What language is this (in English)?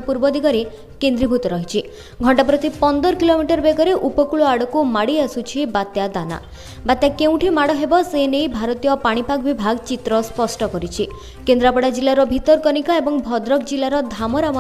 Odia